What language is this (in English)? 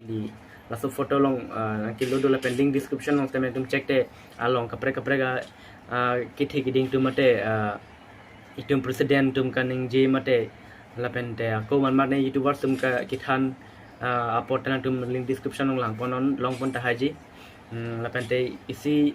Karbi